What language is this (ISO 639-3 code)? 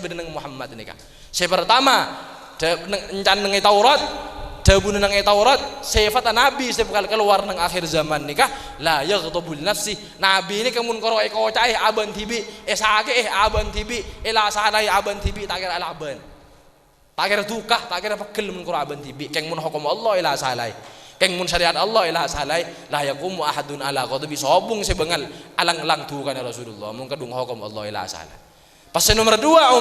mad